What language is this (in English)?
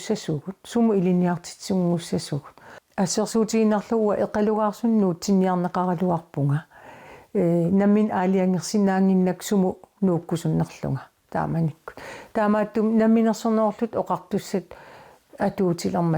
Kalaallisut